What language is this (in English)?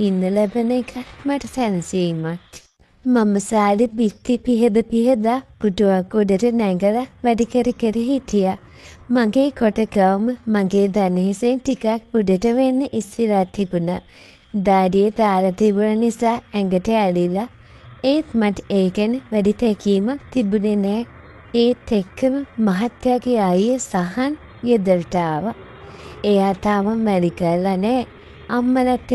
Sinhala